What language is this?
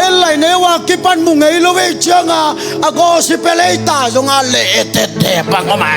Tedim Chin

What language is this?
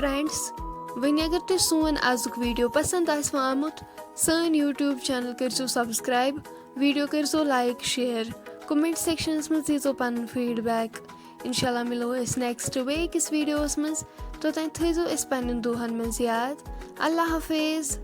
Kashmiri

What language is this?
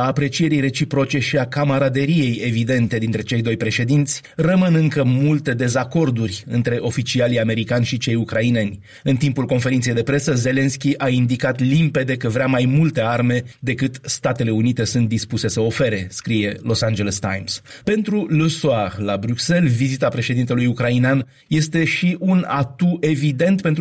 Romanian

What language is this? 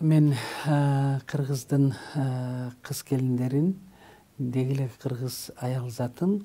Kyrgyz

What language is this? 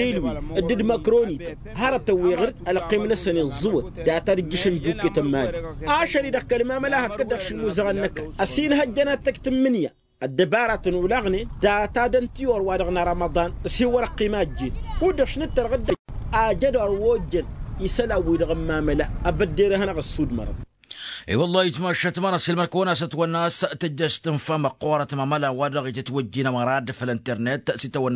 Tamasheq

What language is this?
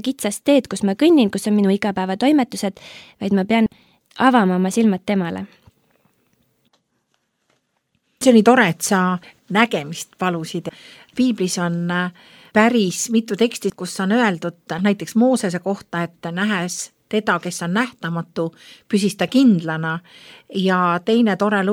Estonian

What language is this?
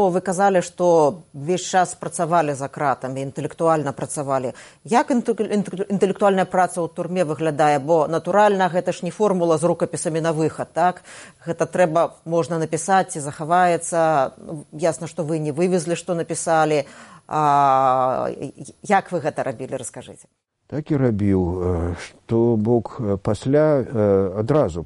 Belarusian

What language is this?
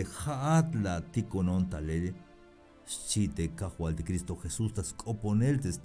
Tzeltal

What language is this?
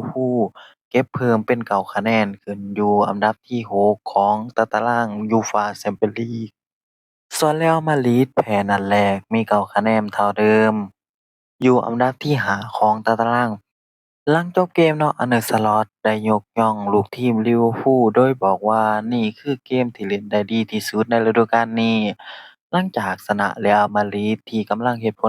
Lao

